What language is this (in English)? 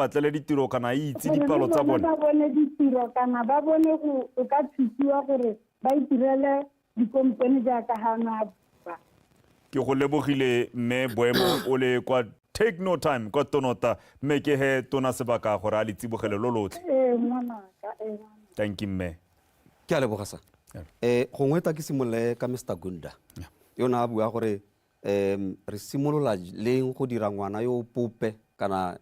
Tswana